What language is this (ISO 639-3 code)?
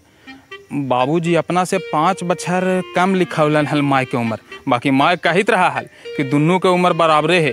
mag